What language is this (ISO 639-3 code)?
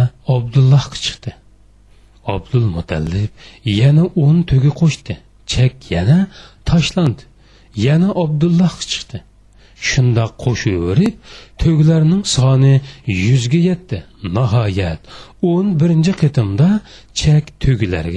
uig